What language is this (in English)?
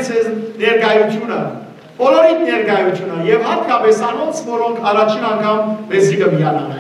Western Armenian